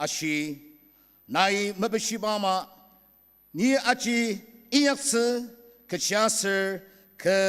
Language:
Ao Naga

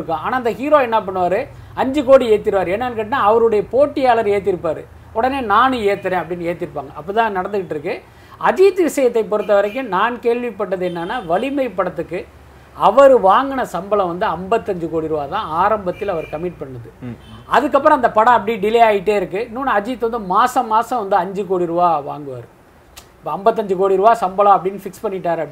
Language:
Tamil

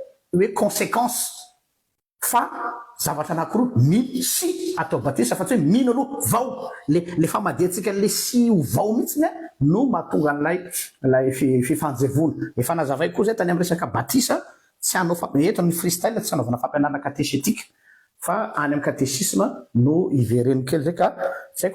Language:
Malagasy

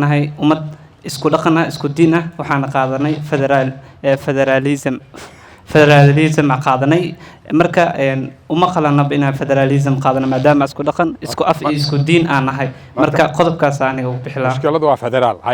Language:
Somali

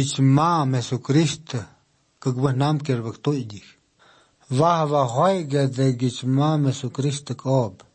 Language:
Galician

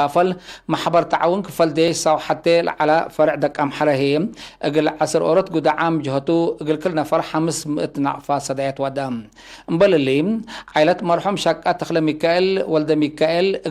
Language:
Tigre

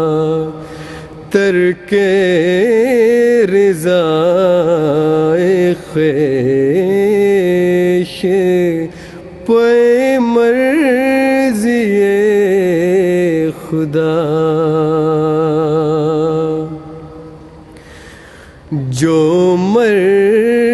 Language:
Urdu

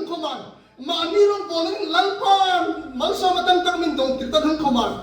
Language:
Hmar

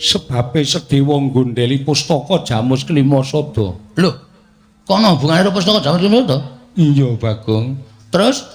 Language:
Javanese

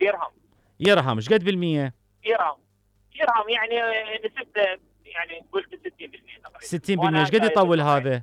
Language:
Mesopotamian Arabic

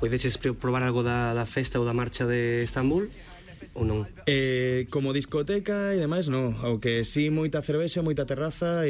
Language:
Galician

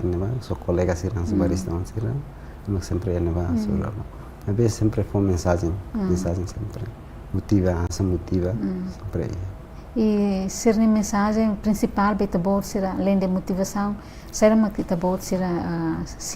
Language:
Tetum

